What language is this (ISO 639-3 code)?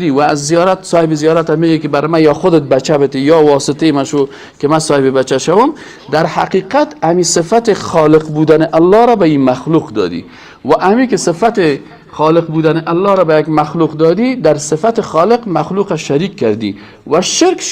fas